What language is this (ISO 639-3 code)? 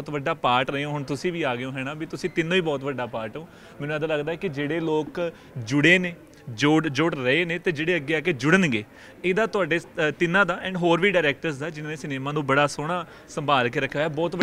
pan